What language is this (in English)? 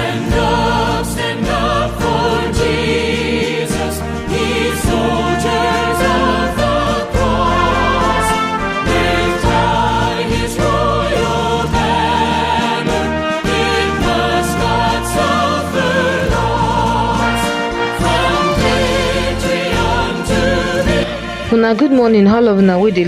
Nigerian Pidgin